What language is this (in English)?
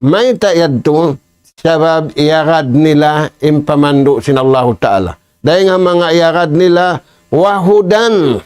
Tausug